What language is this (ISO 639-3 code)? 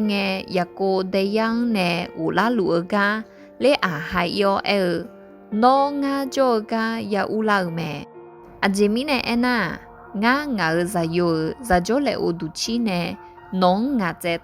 ahk